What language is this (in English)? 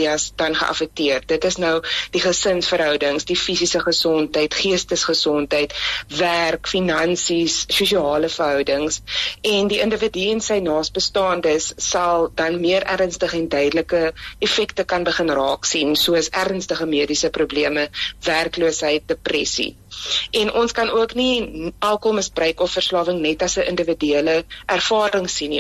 Afrikaans